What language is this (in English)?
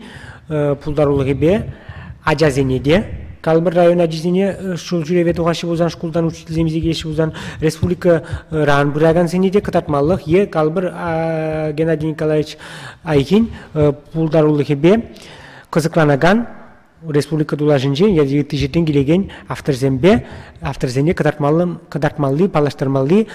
Chuvash